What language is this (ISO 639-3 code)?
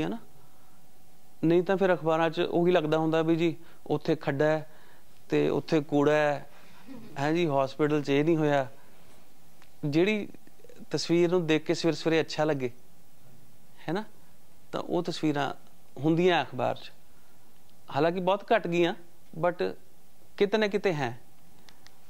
pan